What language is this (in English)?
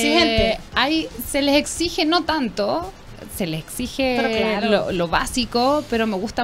Spanish